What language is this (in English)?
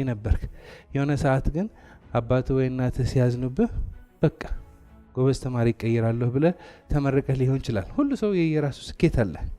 Amharic